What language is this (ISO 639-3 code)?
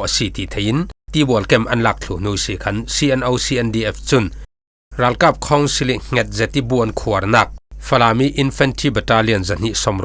cfm